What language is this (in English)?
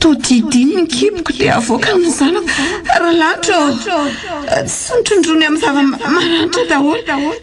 Malagasy